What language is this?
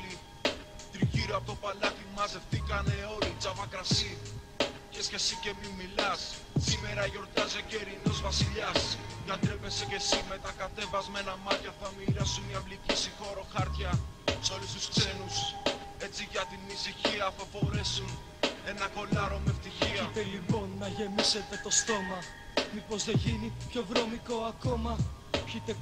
Greek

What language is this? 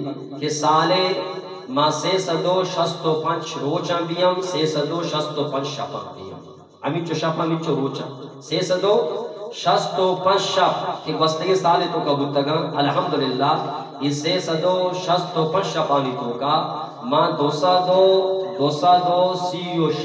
Eastern Balochi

